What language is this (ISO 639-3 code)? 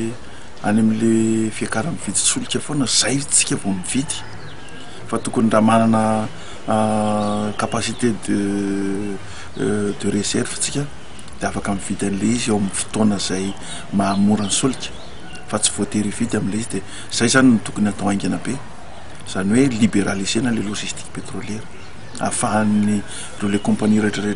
mlg